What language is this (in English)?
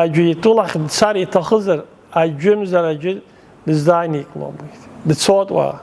Abkhazian